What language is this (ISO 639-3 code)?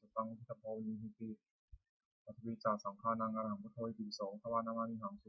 pli